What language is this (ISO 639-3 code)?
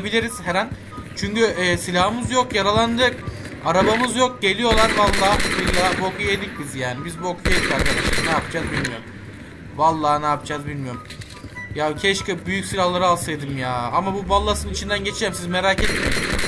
tur